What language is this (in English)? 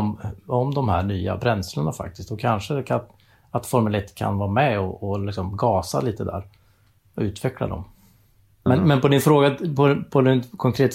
Swedish